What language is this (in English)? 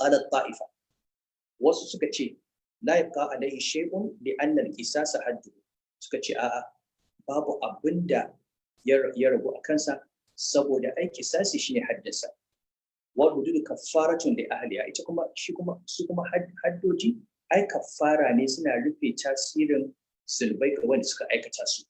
Hausa